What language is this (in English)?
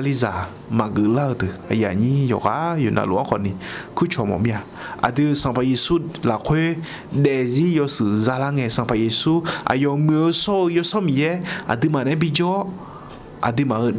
Akha